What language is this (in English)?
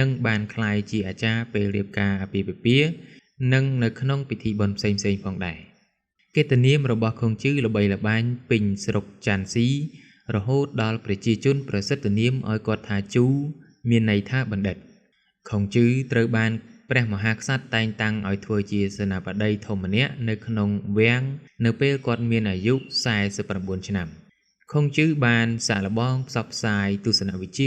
Khmer